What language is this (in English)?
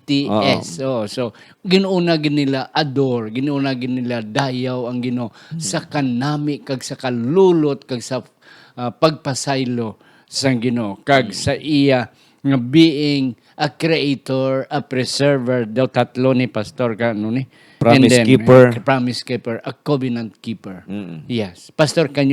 Hiligaynon